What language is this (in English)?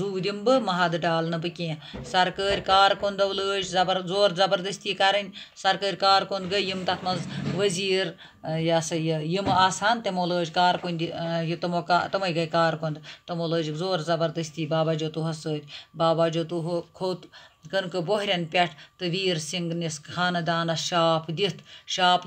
Kashmiri